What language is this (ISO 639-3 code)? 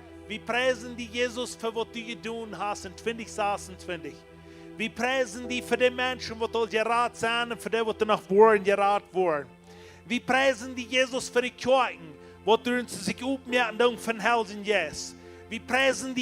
pdt